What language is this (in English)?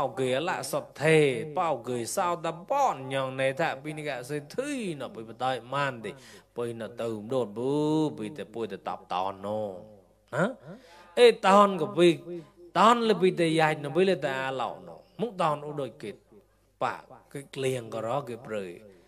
Mon